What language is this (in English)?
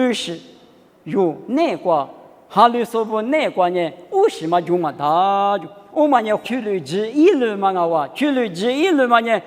Lisu